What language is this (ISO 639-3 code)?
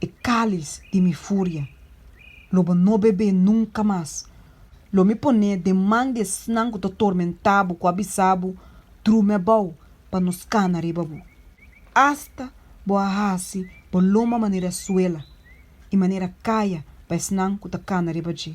pap